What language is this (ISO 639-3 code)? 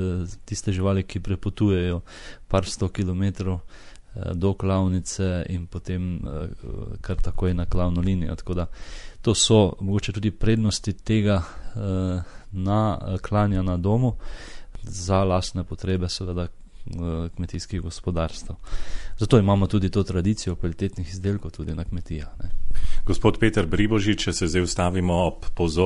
slv